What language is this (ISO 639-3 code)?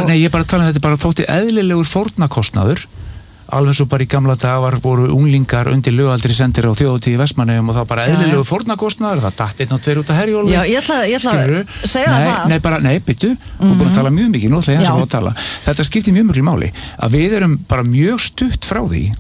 isl